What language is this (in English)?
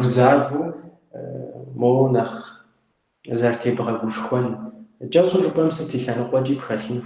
Kabardian